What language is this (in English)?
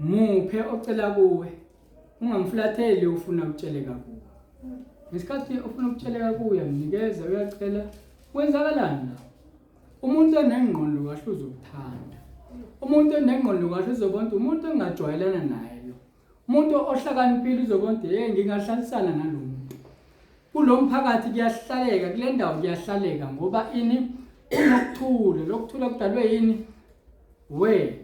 Zulu